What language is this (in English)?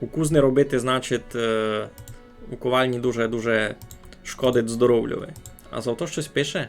Rusyn